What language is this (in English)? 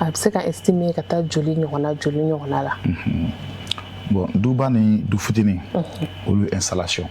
Bambara